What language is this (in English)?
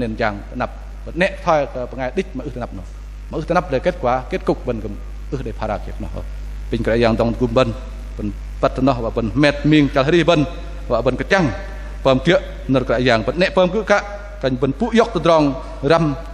Bahnar